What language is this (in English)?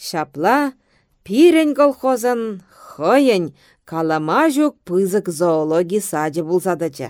Chuvash